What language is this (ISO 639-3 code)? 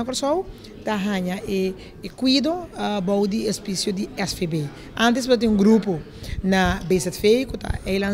pap